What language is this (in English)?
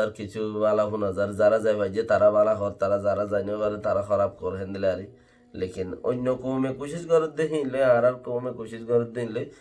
Rohingya